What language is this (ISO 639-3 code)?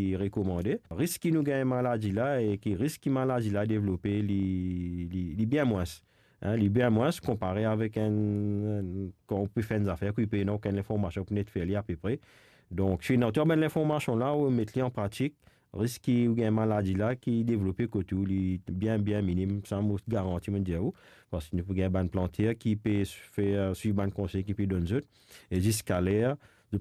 mfe